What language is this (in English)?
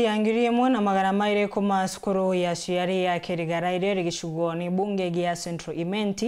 Meru